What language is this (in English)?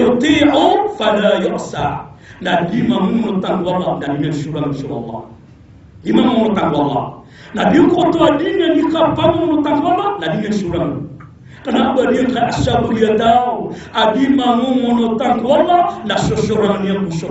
Maranao